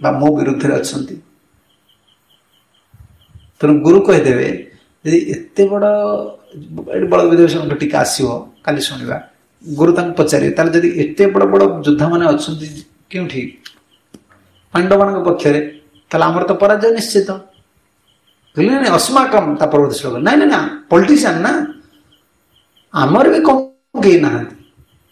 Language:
Odia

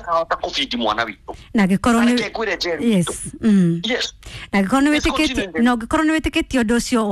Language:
Kikuyu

